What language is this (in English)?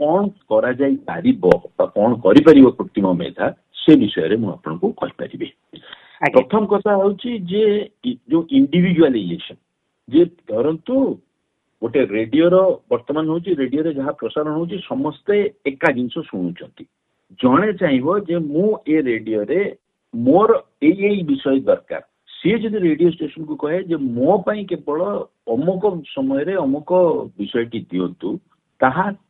Odia